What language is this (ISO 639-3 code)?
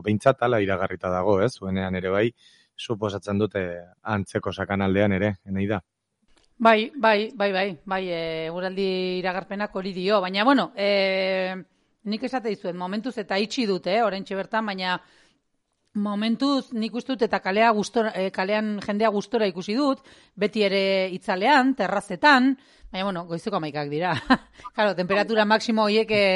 eus